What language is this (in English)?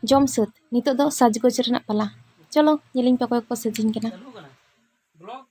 Santali